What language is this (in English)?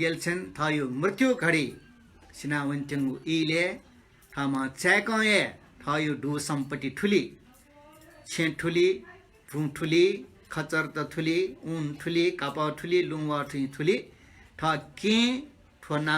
Newari